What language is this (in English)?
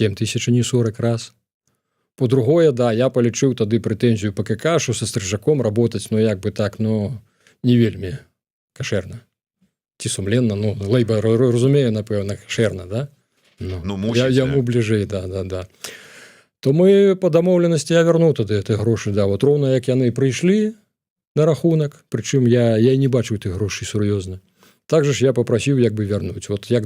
Belarusian